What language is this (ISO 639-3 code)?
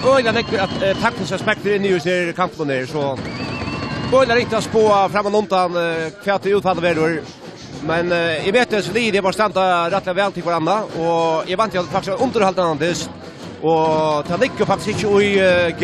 fao